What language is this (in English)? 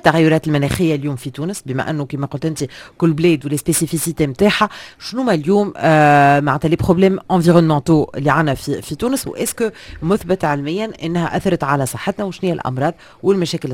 Tunisian Arabic